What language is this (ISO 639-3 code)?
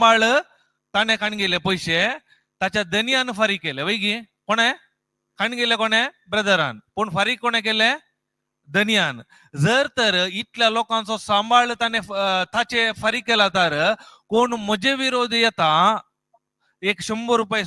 kok